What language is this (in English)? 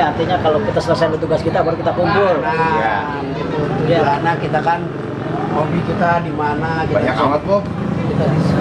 Betawi